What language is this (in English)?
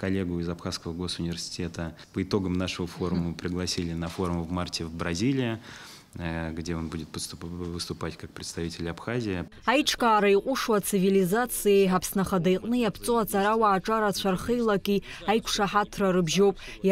Abkhazian